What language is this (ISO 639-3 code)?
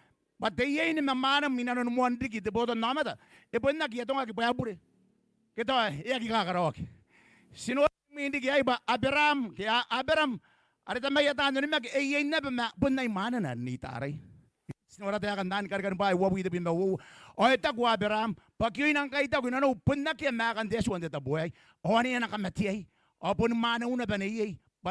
gil